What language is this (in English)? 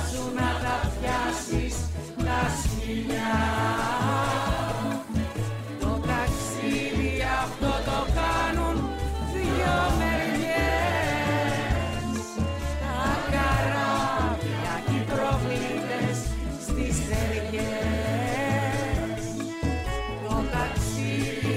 Greek